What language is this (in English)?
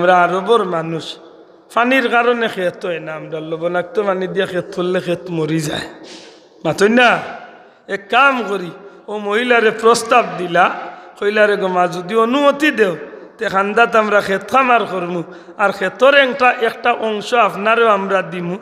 Sylheti